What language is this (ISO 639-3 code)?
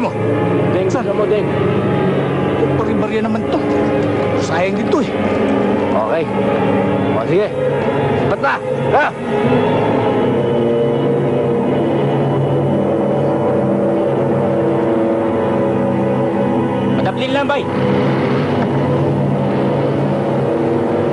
fil